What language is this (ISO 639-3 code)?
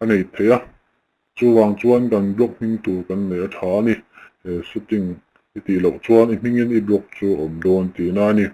lus